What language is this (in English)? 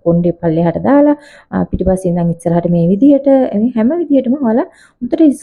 Sinhala